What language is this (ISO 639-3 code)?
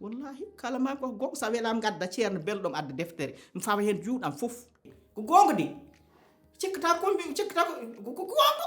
ful